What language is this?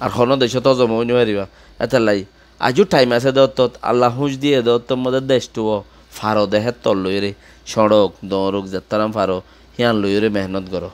Rohingya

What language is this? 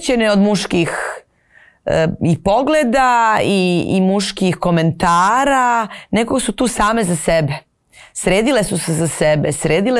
Serbian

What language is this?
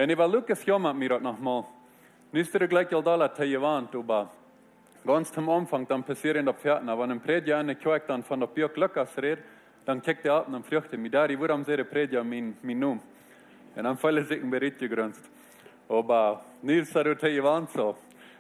Plautdietsch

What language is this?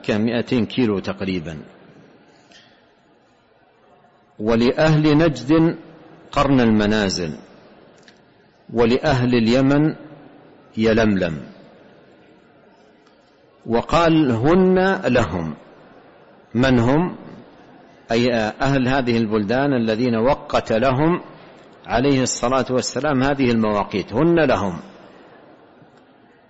Arabic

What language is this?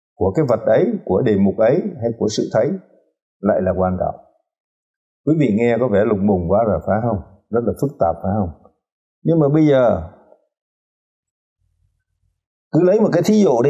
Vietnamese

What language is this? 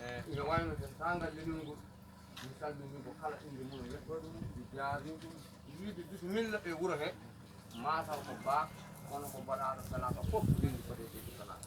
Fula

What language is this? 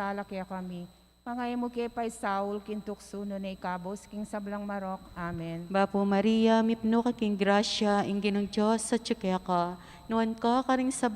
Pampanga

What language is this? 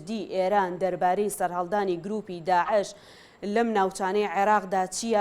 Central Kurdish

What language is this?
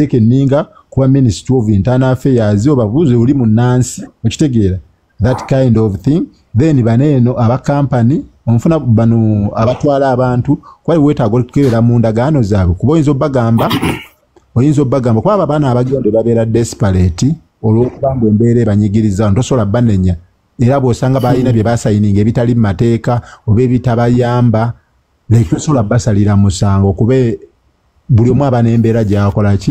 Ganda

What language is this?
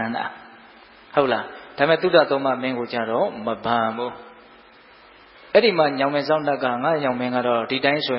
Burmese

